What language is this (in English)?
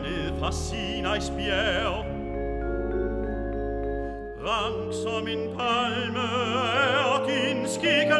Danish